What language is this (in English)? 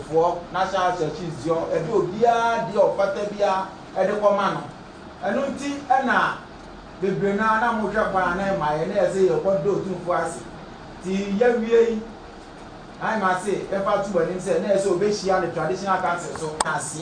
Akan